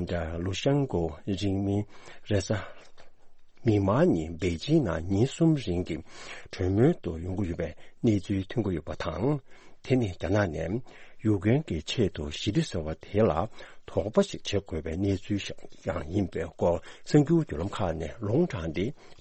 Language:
Tibetan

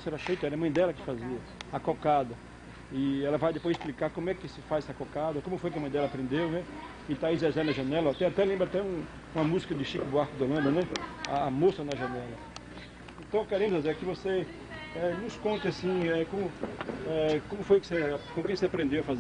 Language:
Portuguese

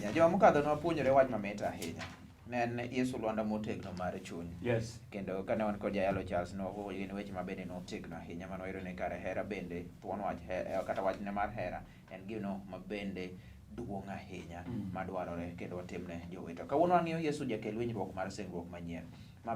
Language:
Luo (Kenya and Tanzania)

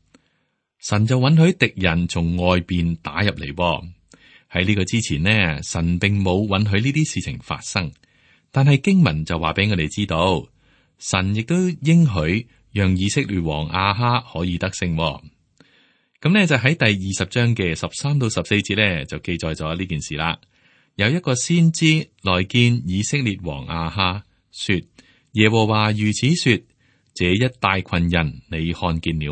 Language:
Cantonese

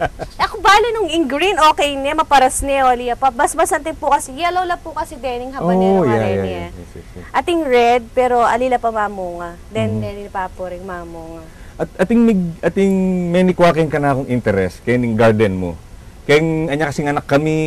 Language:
Pampanga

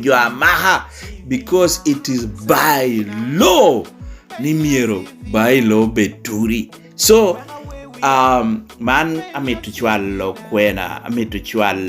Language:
Lango (Uganda)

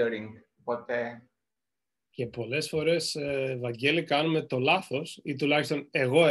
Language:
Greek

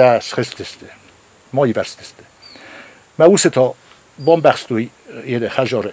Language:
Ossetic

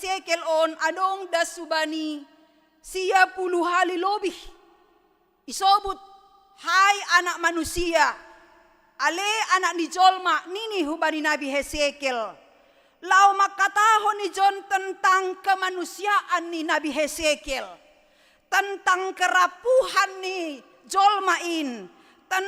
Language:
Batak Simalungun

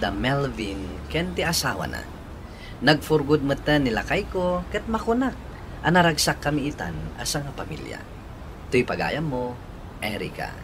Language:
Iloko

